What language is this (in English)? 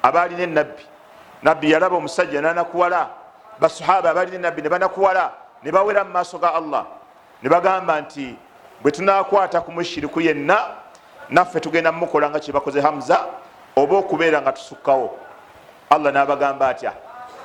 Ganda